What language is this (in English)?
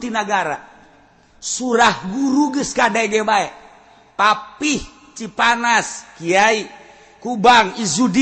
Sundanese